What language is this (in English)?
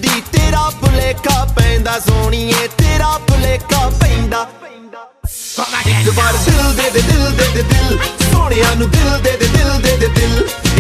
Punjabi